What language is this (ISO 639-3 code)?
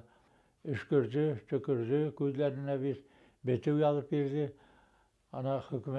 bak